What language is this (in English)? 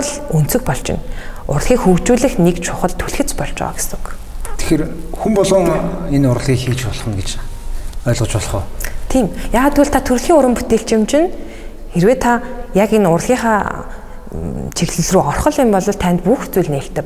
Mongolian